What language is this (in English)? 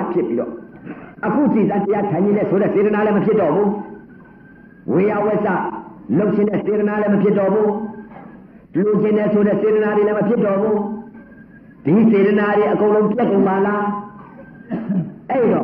Burmese